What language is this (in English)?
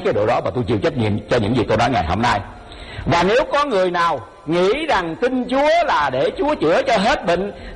Vietnamese